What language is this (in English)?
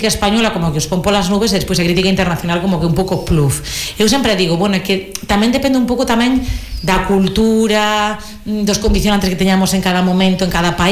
Galician